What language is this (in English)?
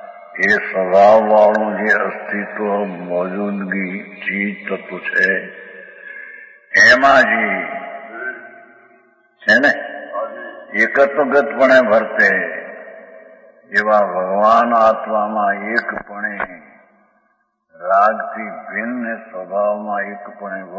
Gujarati